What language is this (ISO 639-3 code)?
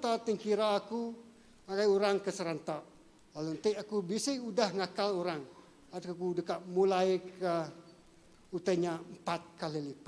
iba